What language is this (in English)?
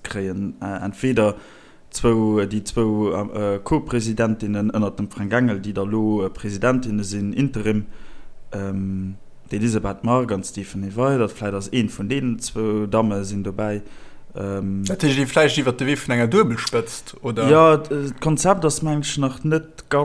Luxembourgish